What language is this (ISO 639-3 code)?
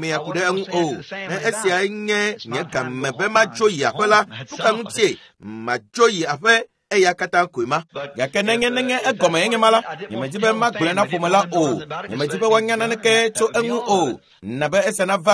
ewe